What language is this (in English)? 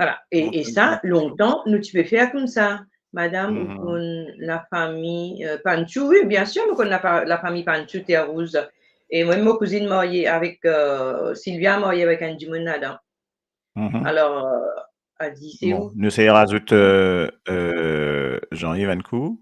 Morisyen